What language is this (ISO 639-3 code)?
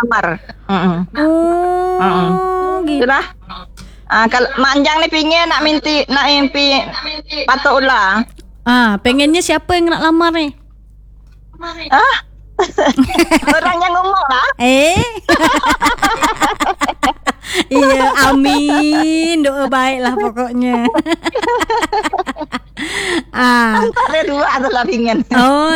msa